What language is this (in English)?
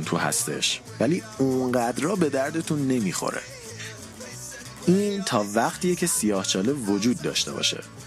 Persian